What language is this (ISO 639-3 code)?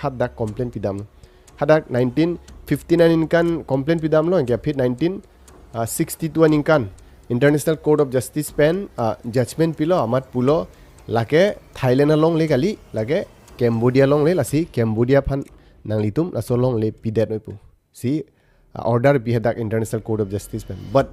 mjw